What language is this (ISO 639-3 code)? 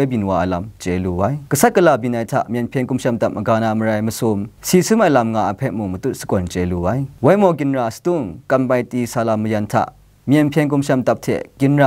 kac